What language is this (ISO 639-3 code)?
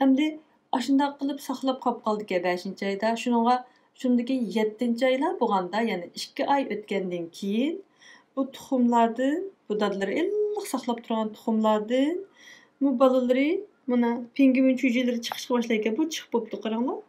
uig